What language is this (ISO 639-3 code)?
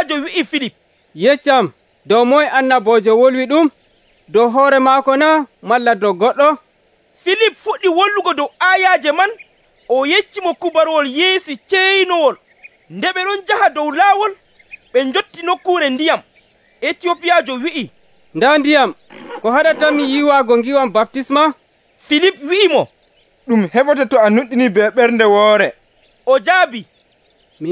fuv